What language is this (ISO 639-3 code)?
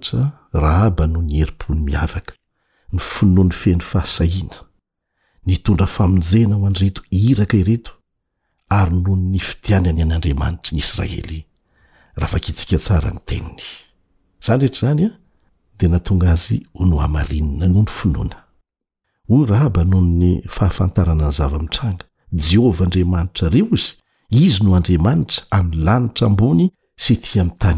mlg